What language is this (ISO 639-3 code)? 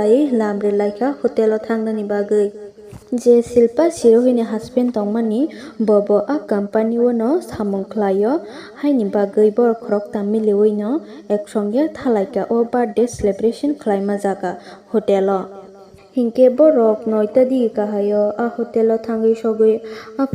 trp